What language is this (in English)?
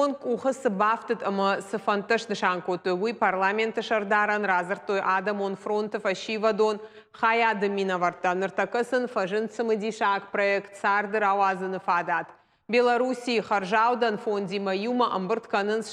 Ossetic